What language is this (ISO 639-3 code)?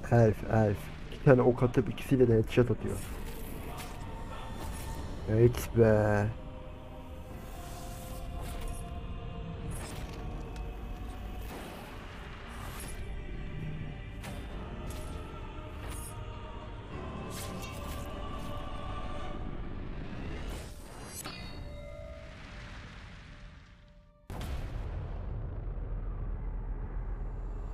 tur